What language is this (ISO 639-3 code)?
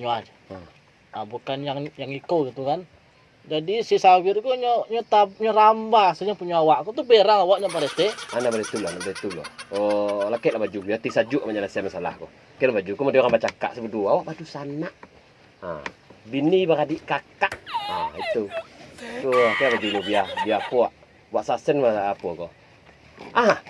min